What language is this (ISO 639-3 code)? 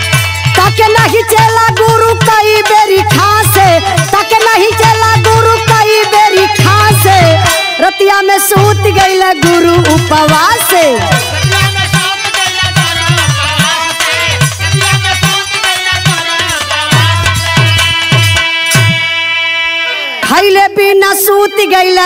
bho